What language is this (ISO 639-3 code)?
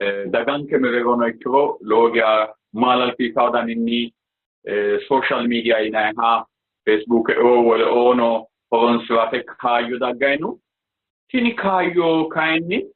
sid